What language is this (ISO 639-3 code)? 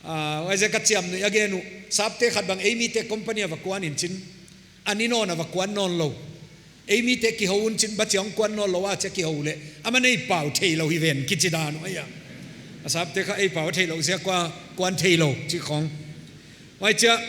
pck